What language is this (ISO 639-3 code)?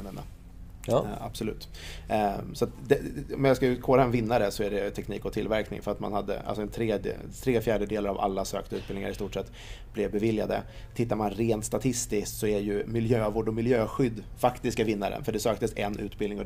swe